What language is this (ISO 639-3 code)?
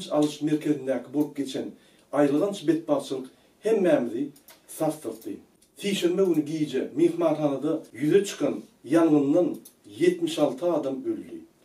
tuk